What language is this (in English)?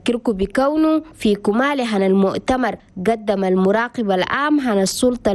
Chadian Arabic